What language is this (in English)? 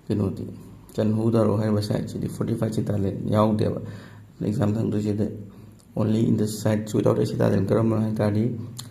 Manipuri